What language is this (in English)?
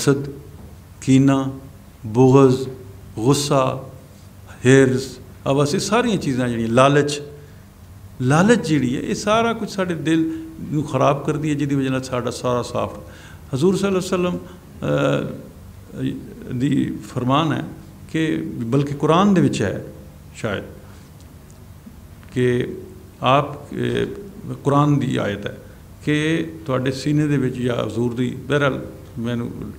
Punjabi